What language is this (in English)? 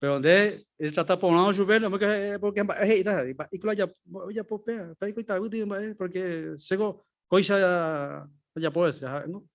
Guarani